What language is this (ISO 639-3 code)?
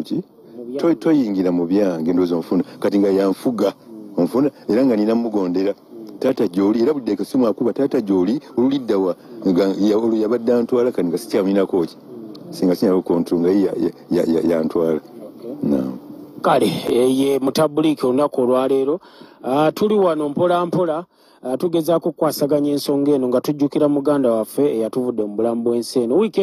lug